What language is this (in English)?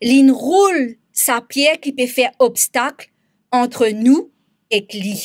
Morisyen